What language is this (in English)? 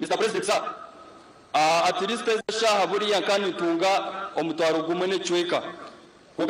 Nyankole